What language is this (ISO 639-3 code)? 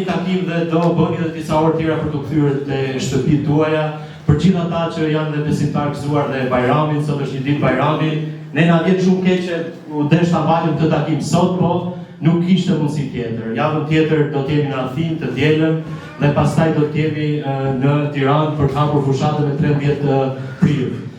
sqi